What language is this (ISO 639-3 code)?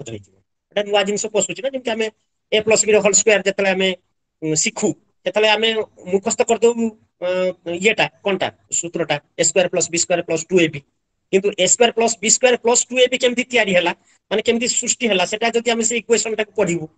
ori